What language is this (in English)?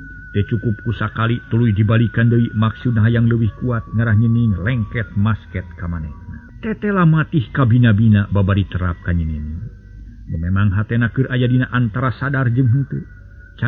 Sundanese